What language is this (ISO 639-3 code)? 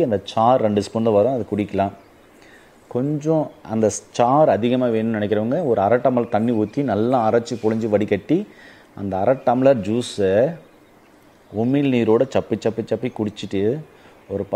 tam